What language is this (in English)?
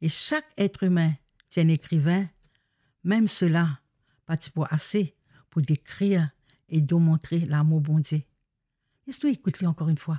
Morisyen